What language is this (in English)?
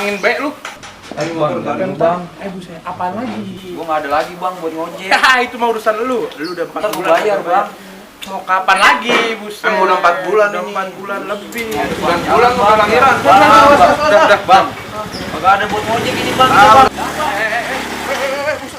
Betawi